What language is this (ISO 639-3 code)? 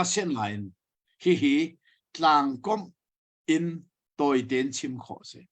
cnh